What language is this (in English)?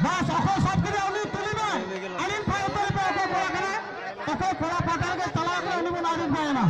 Santali